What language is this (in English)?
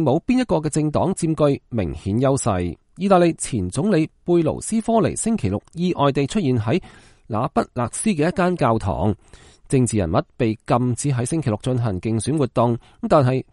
Cantonese